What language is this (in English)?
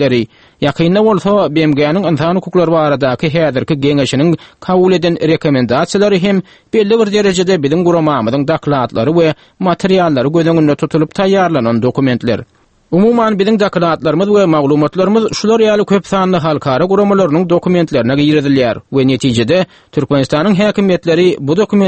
Turkmen